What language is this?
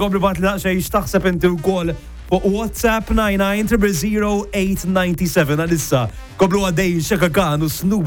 Maltese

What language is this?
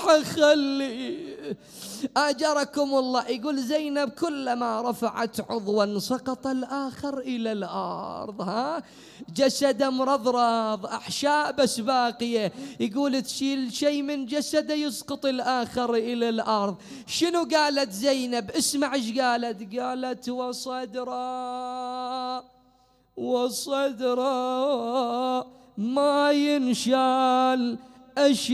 Mesopotamian Arabic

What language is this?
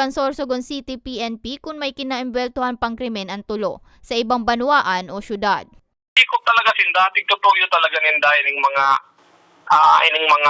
Bikol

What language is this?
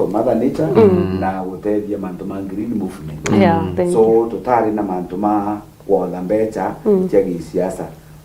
Meru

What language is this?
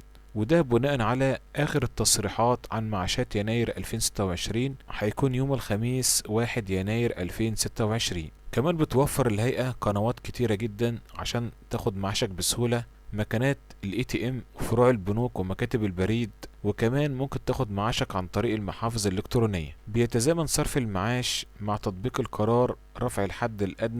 Egyptian Arabic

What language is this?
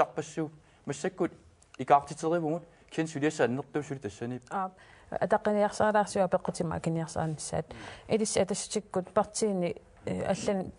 Kalaallisut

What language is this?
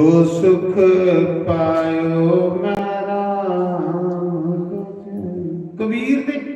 Dogri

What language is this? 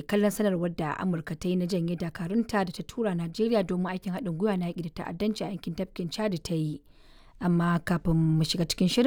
Hausa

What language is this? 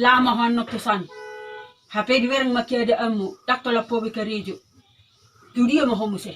Batak Toba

